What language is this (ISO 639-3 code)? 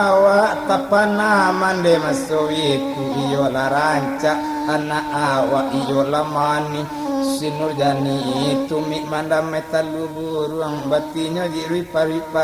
min